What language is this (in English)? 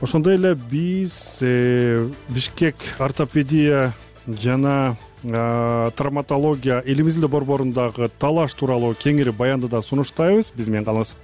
Kyrgyz